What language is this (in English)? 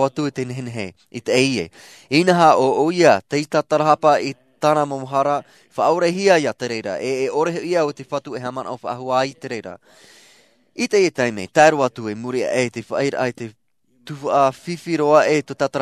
Tahitian